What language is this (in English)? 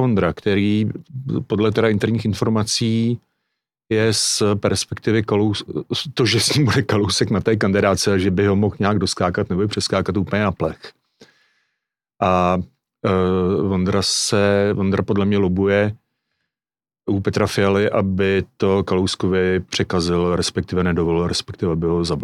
Czech